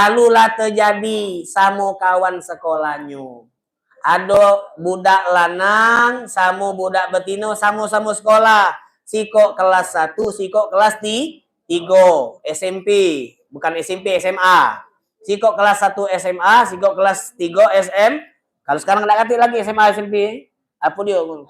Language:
Musi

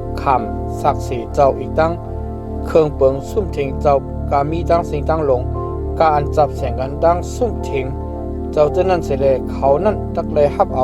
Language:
Shan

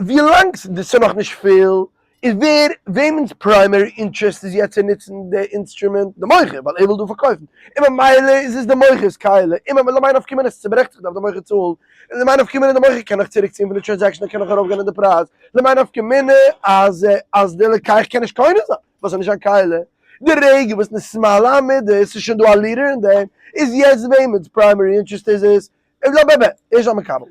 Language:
Yiddish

